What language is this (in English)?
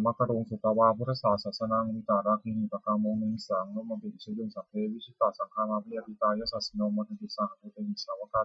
Pali